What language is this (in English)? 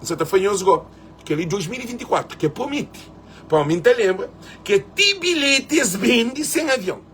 Kabuverdianu